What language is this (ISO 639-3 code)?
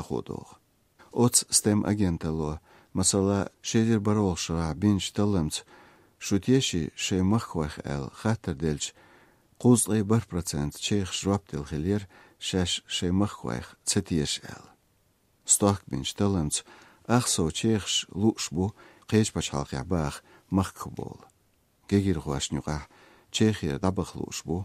che